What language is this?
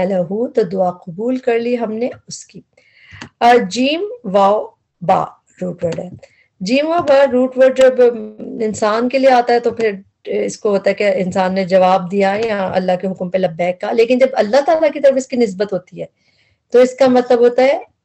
Urdu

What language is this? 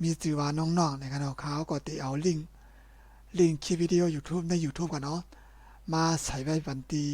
Shan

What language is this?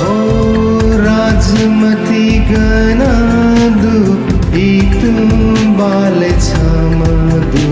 Newari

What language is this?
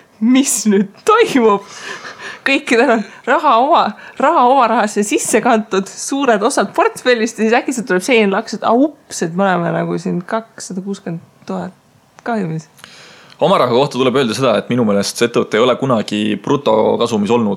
Estonian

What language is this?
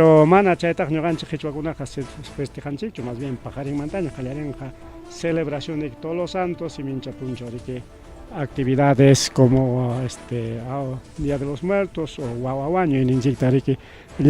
Ayacucho Quechua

